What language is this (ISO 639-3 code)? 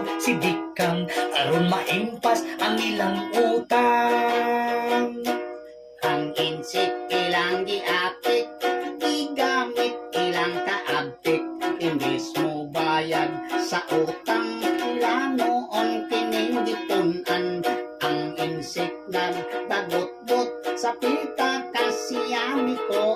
ceb